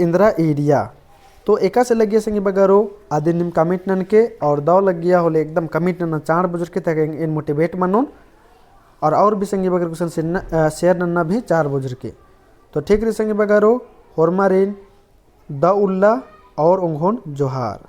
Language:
Kurukh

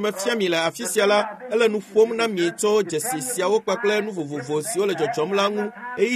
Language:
Ewe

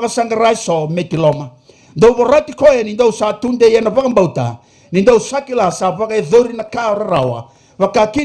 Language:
Fijian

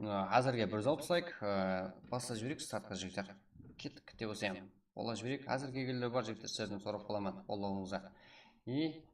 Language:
Kara-Kalpak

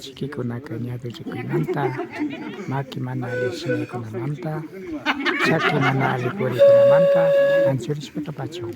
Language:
Imbabura Highland Quichua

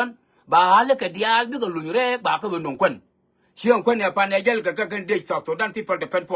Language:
Nuer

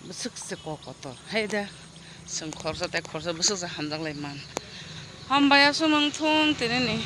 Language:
Kok Borok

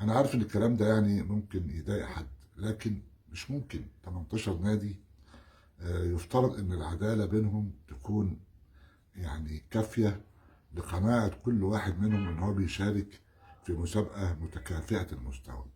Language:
Egyptian Arabic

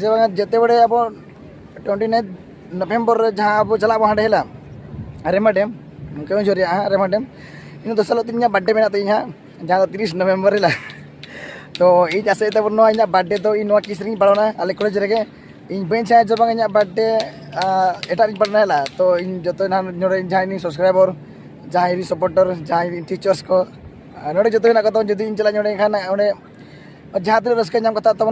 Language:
Santali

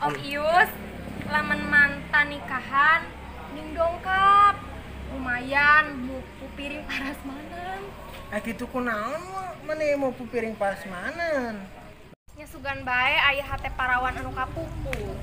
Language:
Sundanese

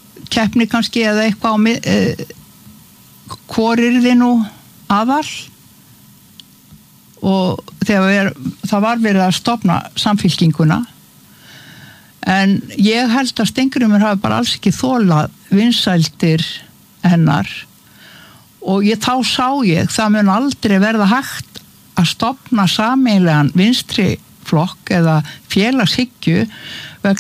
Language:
Icelandic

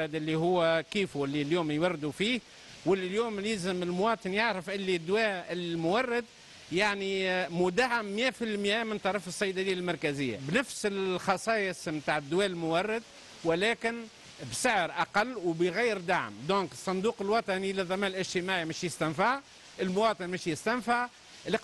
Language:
Tunisian Arabic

